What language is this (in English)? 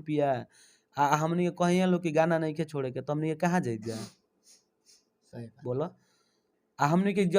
Bhojpuri